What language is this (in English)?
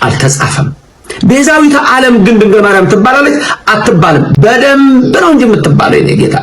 Amharic